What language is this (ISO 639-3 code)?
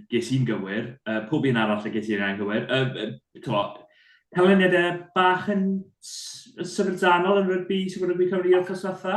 cym